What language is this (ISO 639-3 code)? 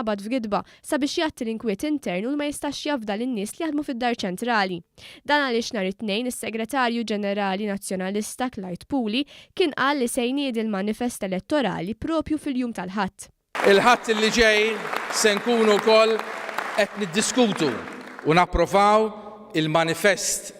mlt